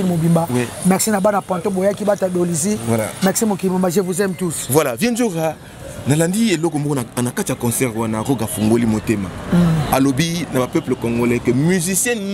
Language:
Lingala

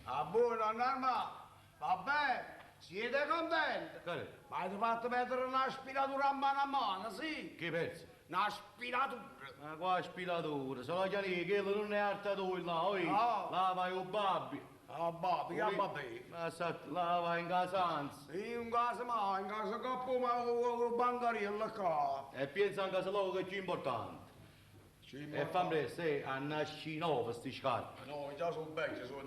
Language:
Neapolitan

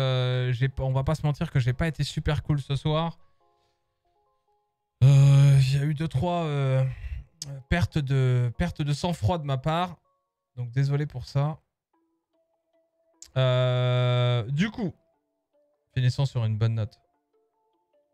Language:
French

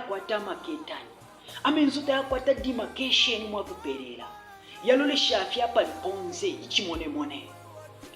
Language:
Bemba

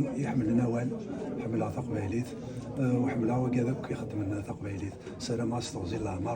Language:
Kabyle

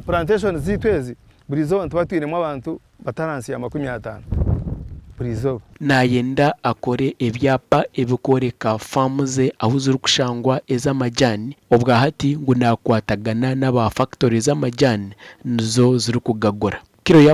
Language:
Nyankole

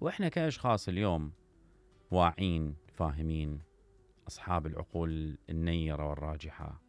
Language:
Mesopotamian Arabic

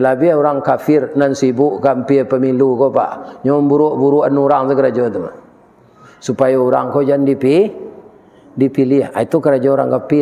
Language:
Minangkabau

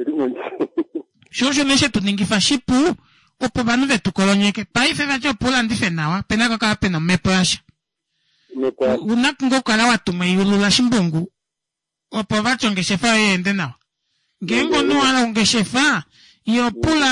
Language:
Kuanyama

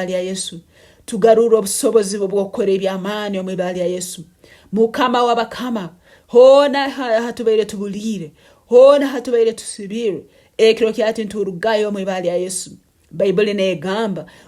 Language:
Nyankole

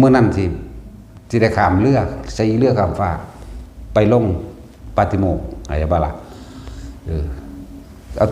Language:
Northeastern Thai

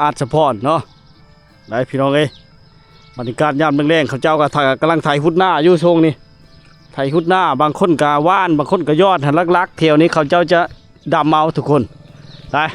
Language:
Lao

